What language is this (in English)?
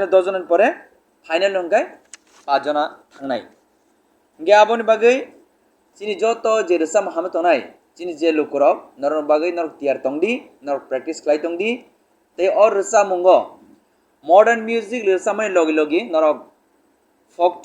Kok Borok